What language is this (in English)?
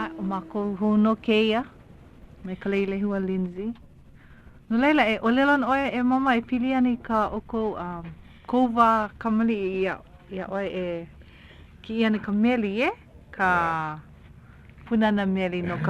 Hawaiian